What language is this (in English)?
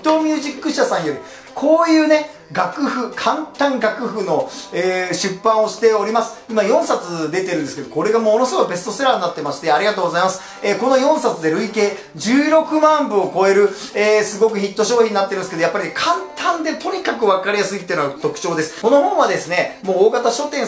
Japanese